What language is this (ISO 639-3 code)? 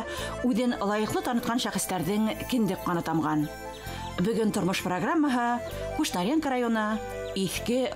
bak